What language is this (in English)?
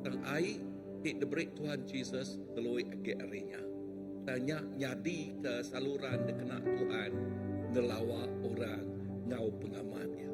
Iban